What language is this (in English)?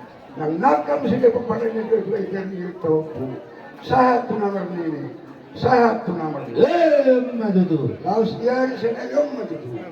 Batak Toba